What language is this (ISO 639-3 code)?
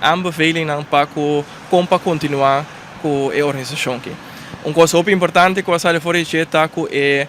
pap